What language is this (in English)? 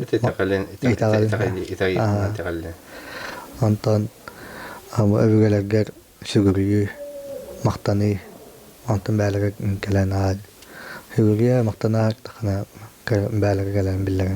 Yakut